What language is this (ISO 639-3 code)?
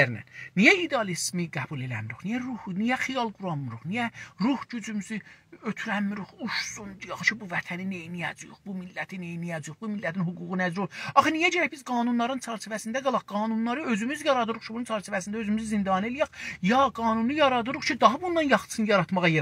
azb